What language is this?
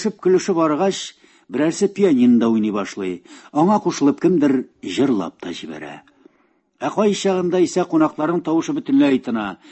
Tatar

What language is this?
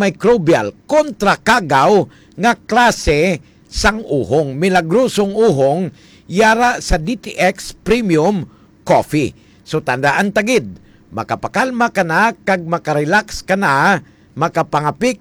Hiligaynon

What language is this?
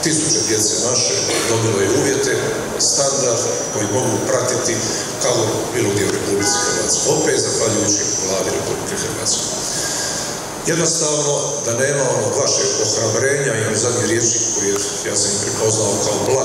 Croatian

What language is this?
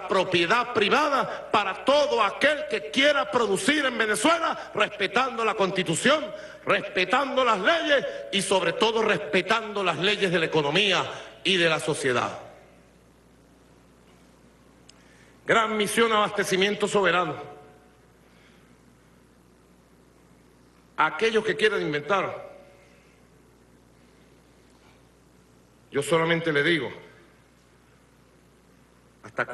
Spanish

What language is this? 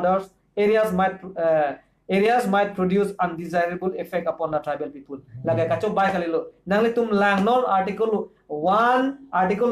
Karbi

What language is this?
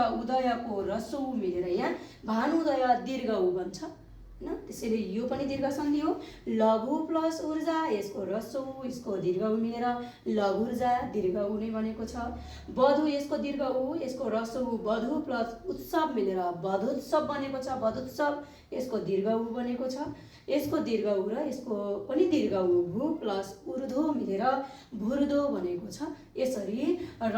Nepali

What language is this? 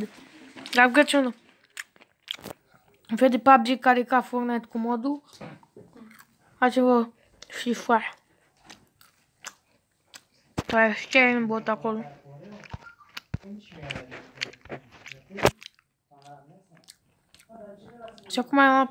Romanian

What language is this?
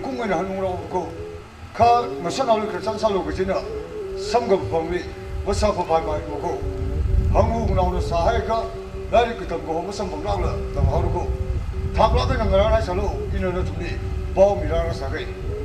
Tangkhul Naga (India)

